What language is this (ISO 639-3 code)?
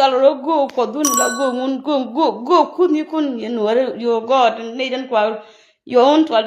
nus